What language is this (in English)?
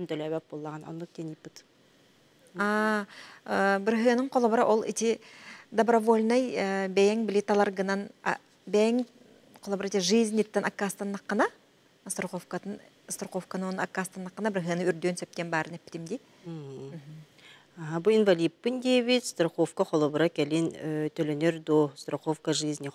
Yakut